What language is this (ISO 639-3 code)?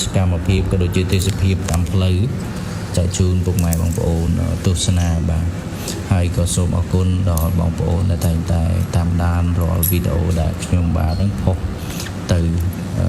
khm